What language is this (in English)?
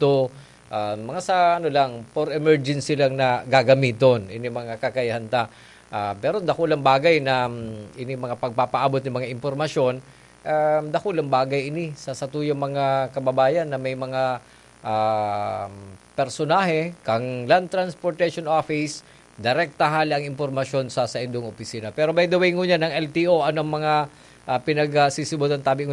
Bikol